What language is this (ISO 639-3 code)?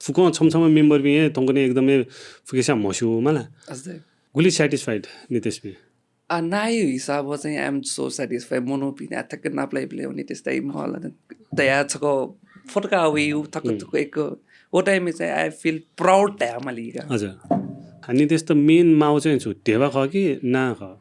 new